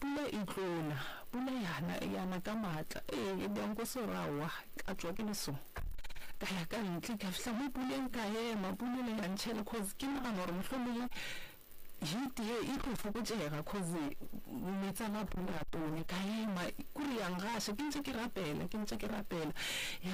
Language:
Northern Sotho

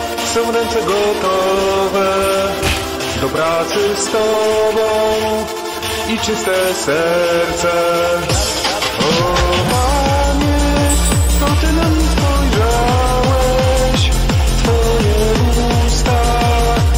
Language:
Polish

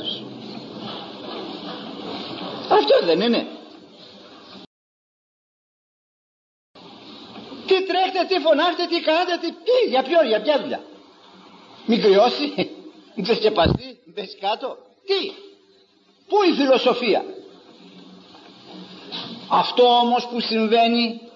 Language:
Greek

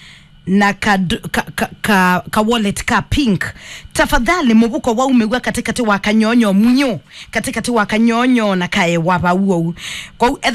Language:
Kamba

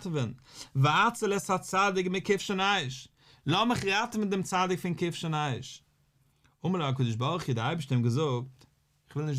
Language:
Yiddish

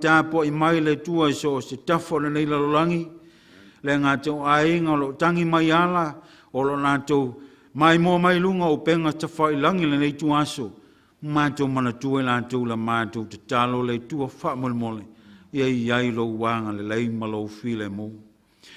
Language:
Samoan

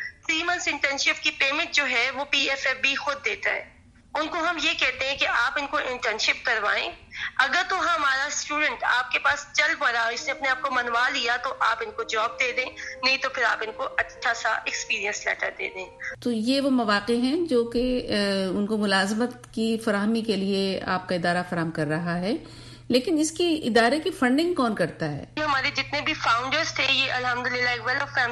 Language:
Urdu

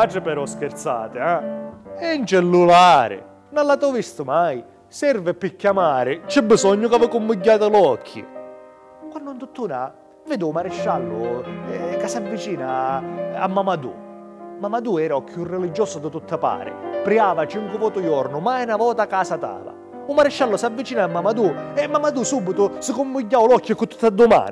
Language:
Sicilian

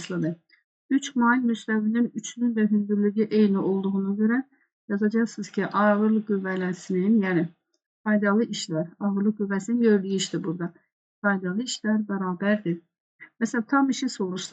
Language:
Azerbaijani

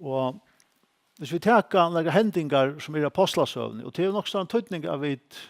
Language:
Faroese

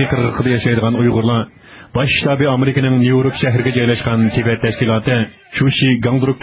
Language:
Uyghur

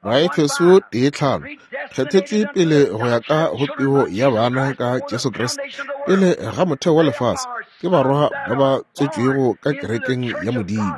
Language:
Northern Sotho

